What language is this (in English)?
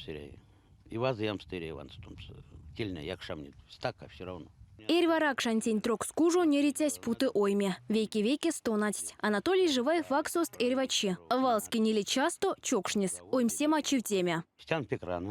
Erzya